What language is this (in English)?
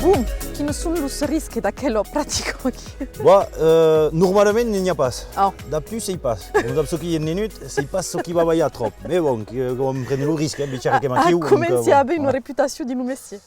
Occitan